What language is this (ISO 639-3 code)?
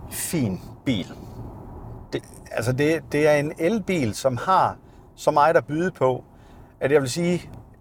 dan